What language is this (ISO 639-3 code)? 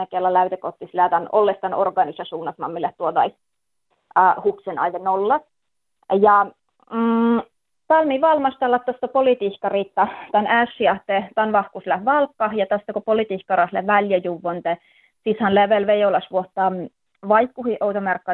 fin